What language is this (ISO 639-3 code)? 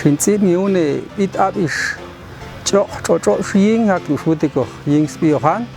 jac